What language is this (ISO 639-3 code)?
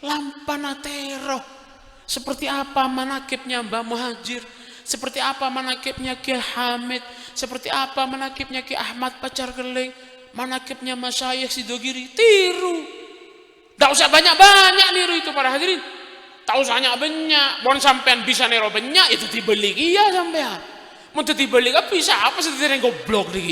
mad